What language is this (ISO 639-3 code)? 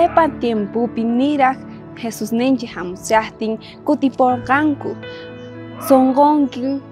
quh